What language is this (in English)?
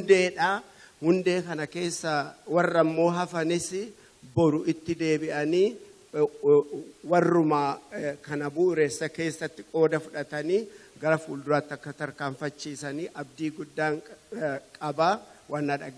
Oromo